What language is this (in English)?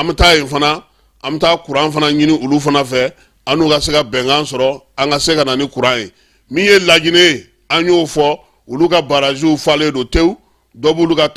Bambara